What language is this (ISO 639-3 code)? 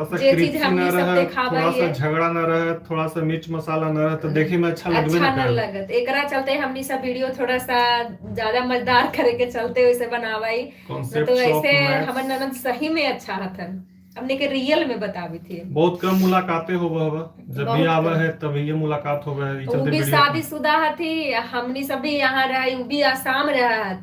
mag